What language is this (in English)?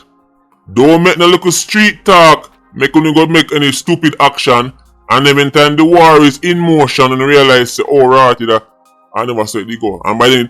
Jamaican Creole English